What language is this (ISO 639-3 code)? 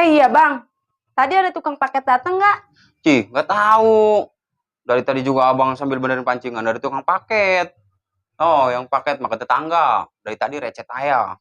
bew